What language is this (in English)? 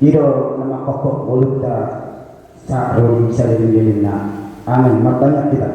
Batak Toba